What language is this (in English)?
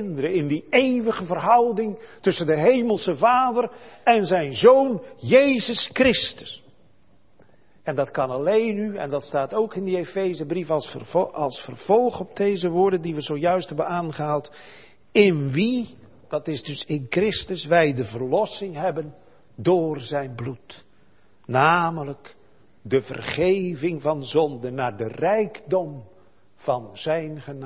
Dutch